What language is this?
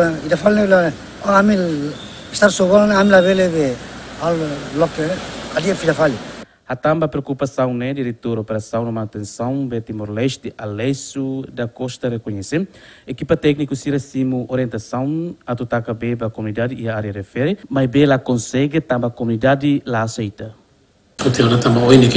Tetum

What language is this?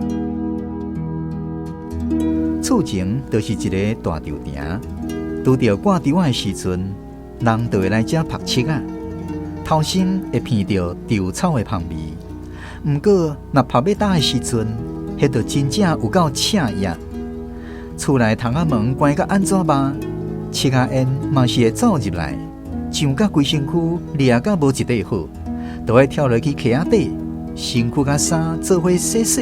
Min Nan Chinese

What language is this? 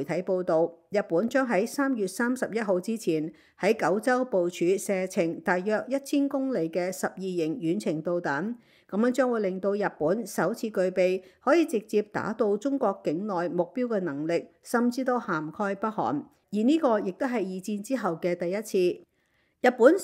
Cantonese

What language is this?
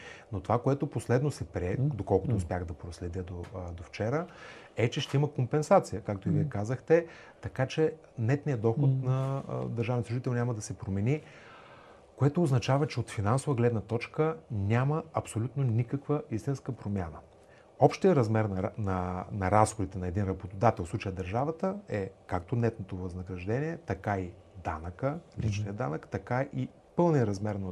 Bulgarian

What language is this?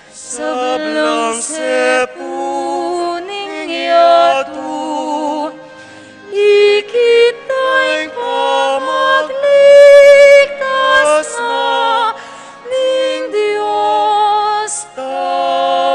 Pampanga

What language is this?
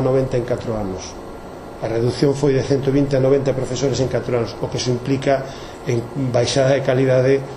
Galician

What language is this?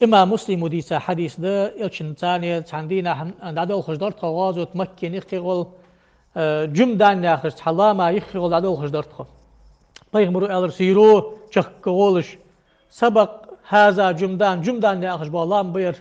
Ingush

